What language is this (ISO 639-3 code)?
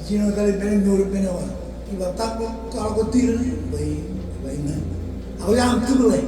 mah